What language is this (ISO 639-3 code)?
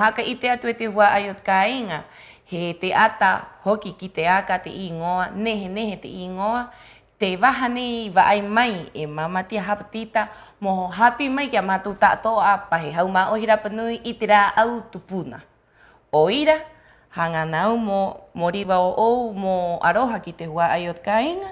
rap